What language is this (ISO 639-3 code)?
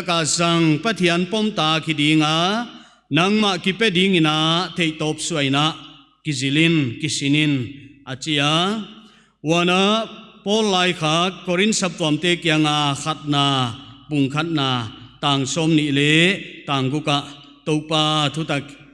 pck